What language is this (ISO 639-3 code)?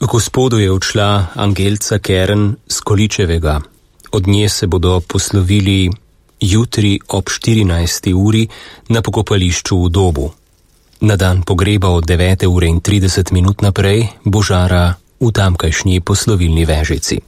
slv